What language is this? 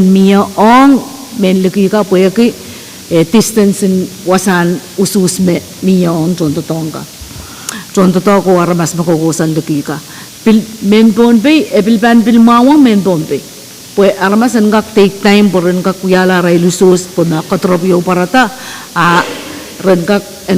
Pohnpeian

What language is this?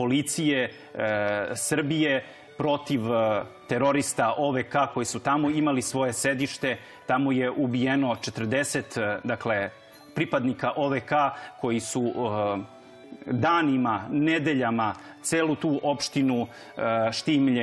Serbian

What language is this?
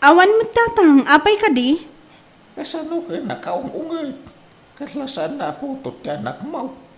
Iloko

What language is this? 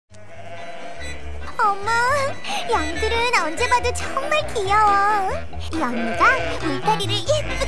Korean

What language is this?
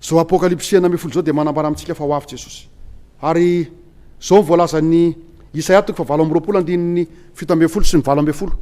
Malagasy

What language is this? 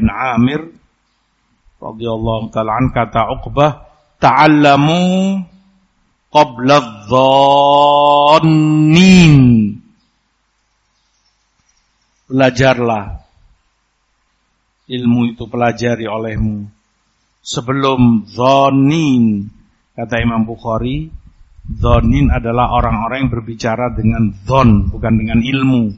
Indonesian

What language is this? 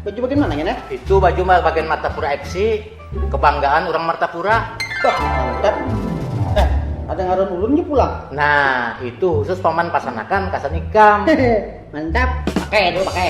Banjar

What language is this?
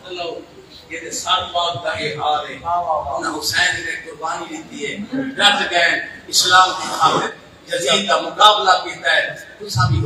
Saraiki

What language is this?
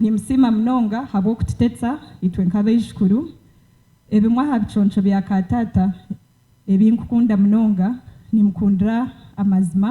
Nyankole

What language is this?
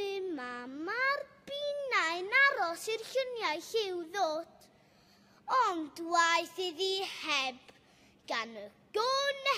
Welsh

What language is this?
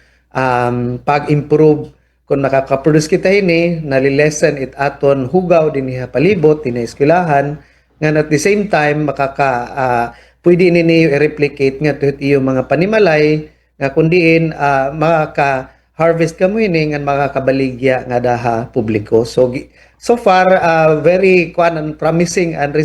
Waray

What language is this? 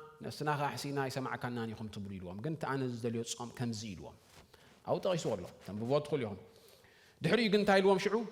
Tigrinya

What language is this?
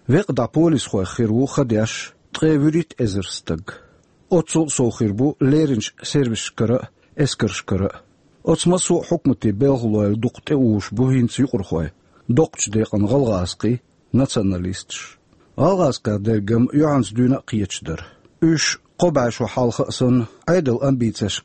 Chechen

